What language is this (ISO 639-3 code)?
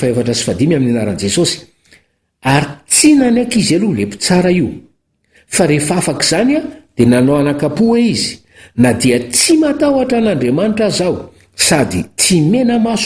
mlg